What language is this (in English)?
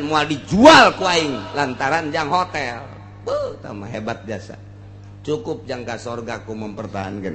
Sundanese